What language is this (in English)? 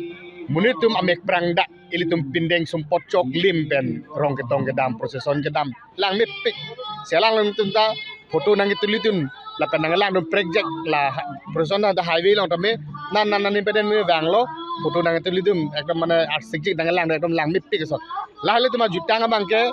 Karbi